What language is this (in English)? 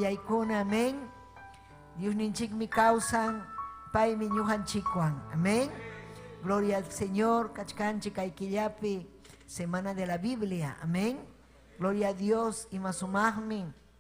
Ayacucho Quechua